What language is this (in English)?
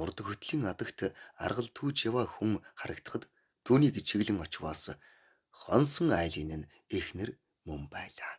Mongolian